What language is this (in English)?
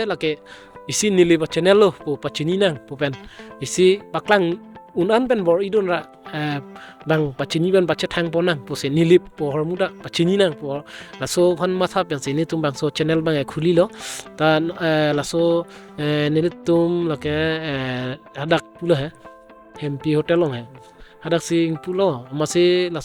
Karbi